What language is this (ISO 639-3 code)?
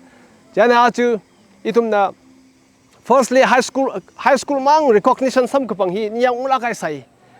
nmf